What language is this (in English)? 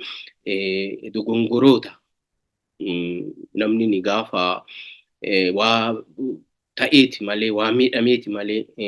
Oromo